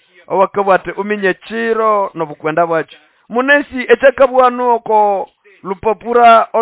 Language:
Nande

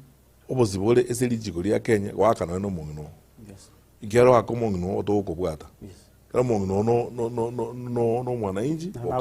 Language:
Gusii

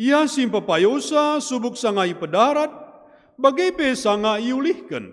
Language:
Batak Karo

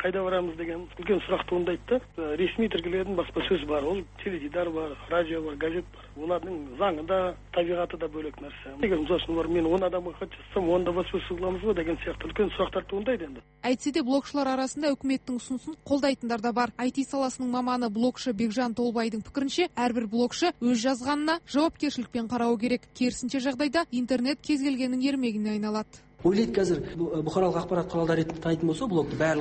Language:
Kazakh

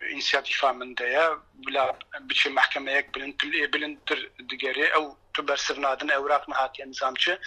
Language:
Kurdish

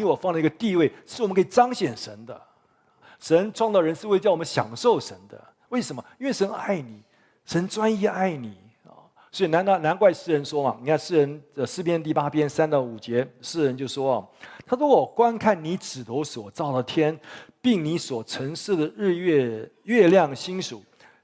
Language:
Chinese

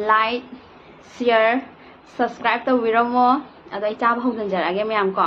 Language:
Manipuri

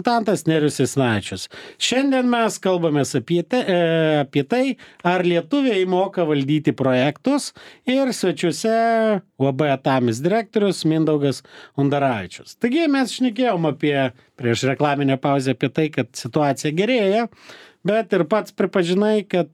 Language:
Lithuanian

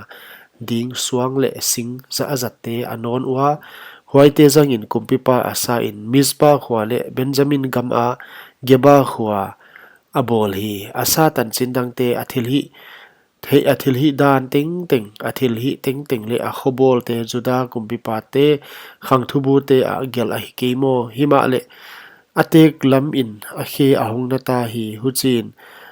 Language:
Paite Chin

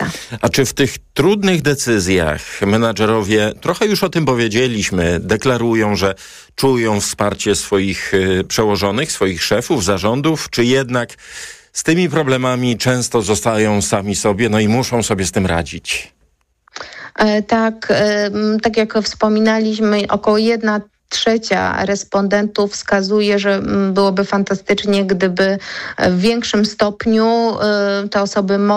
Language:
Polish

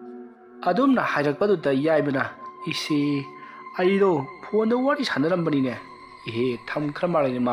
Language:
Manipuri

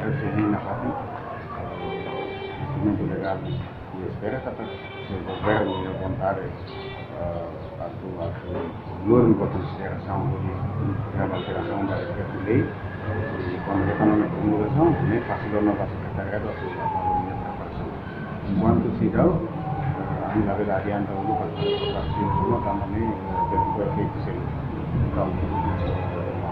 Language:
Tetum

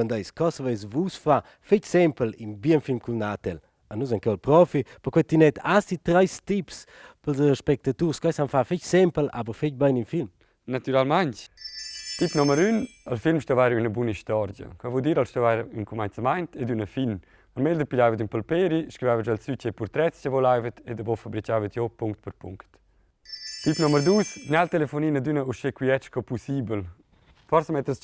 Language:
Romansh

